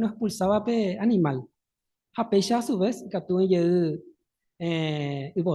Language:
Guarani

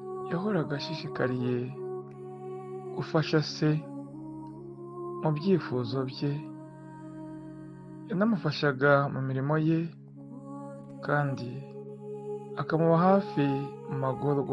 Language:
Kinyarwanda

